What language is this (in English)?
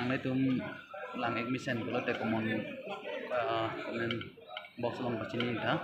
Karbi